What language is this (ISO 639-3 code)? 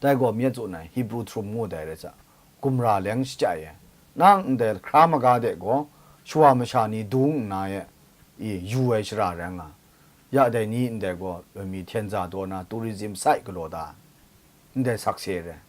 kac